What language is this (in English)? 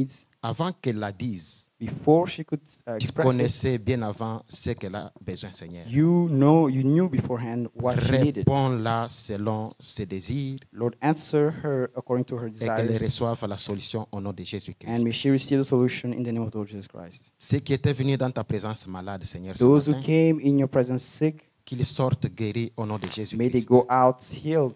French